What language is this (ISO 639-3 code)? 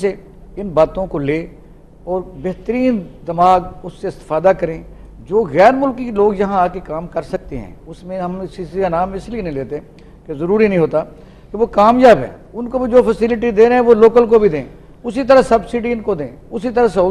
urd